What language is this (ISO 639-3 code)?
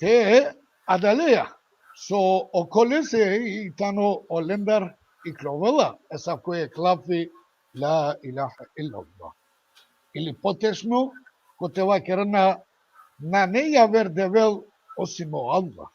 rmn